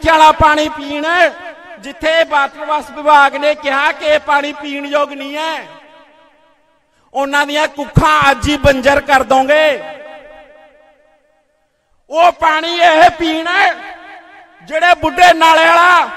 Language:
Punjabi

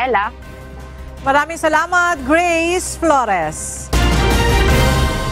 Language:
Filipino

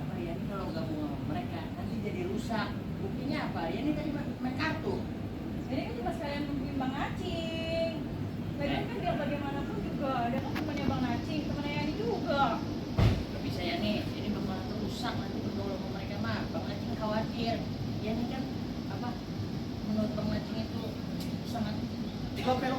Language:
Betawi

